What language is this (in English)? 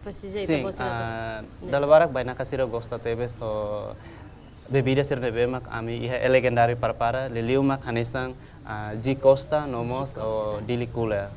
Tetum